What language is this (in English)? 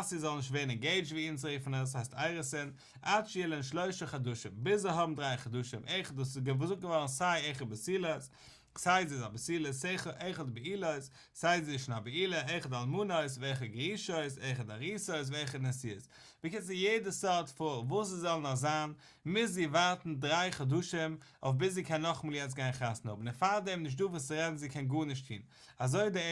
Yiddish